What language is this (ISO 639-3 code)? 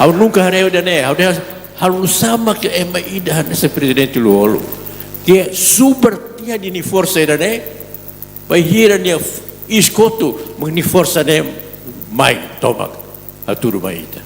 tet